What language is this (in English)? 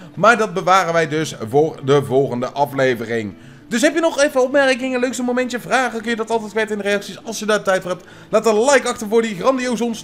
Dutch